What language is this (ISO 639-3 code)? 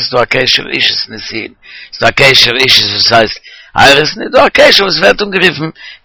yid